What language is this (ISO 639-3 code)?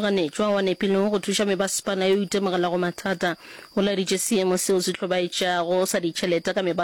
nso